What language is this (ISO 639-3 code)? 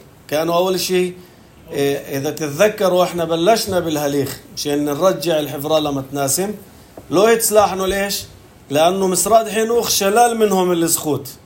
apc